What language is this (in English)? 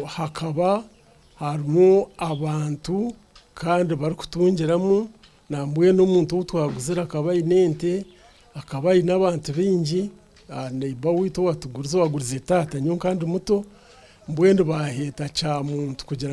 Nyankole